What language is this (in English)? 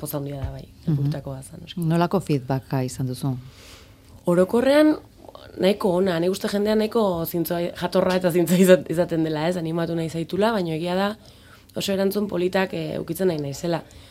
Basque